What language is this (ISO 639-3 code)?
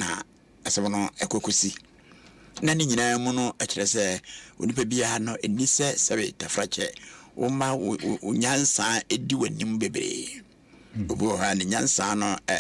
aka